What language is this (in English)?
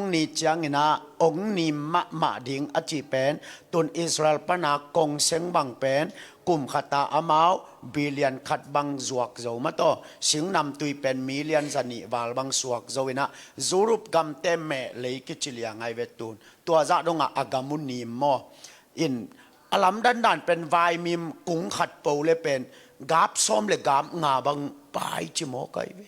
Tedim Chin